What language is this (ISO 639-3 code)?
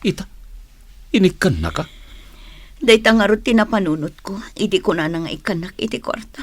ilo